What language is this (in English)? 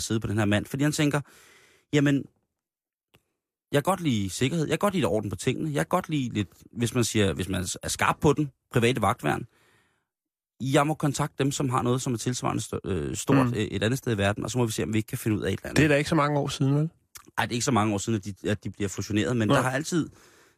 Danish